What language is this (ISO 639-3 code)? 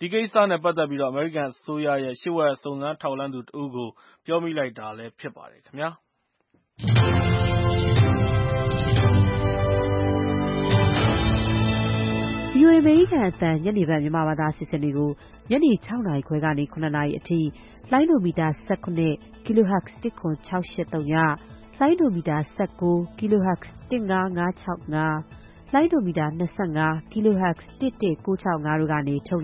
mya